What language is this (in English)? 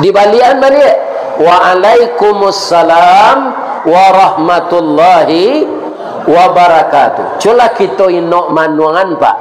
Minangkabau